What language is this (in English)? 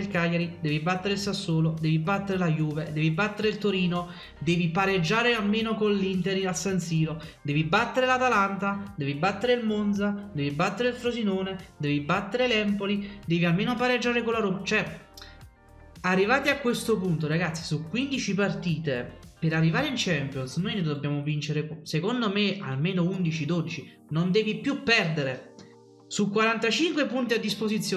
Italian